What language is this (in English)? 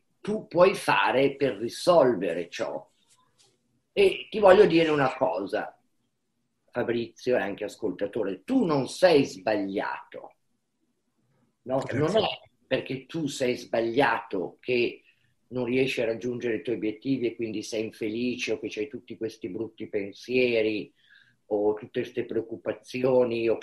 Italian